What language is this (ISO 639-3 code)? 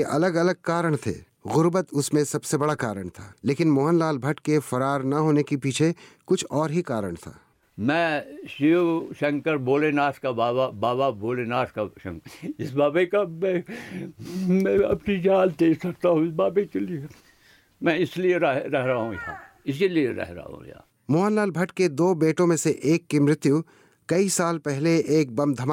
hin